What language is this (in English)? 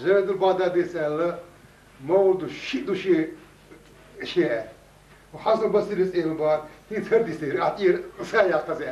Chechen